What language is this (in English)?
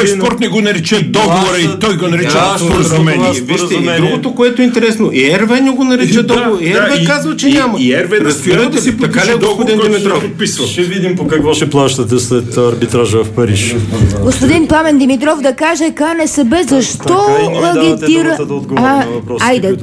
Bulgarian